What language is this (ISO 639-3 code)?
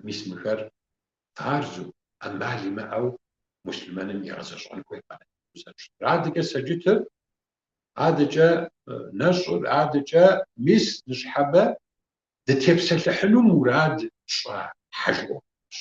kbd